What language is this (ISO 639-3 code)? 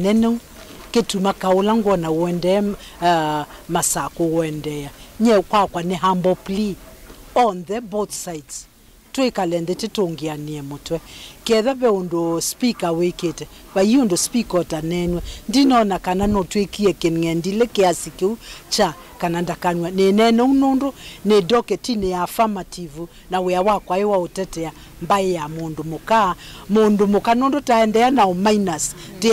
kam